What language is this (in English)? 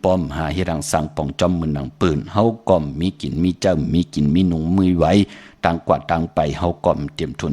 Shan